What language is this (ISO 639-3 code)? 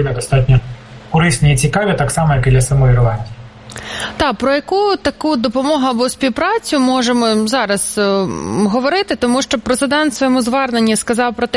ukr